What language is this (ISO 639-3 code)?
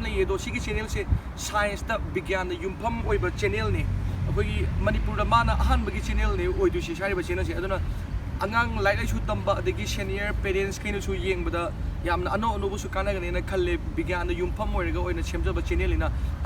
mni